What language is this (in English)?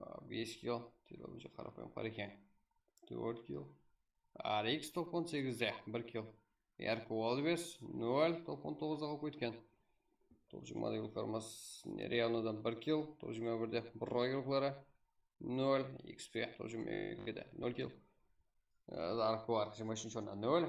Kara-Kalpak